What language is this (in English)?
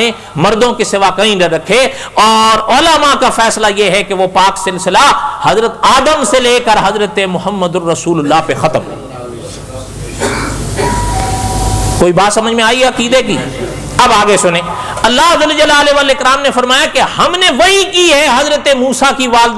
Urdu